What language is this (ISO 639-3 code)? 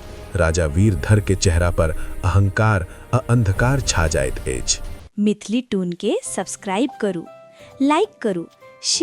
mai